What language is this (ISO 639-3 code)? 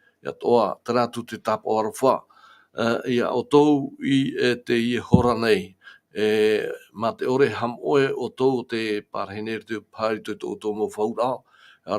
tah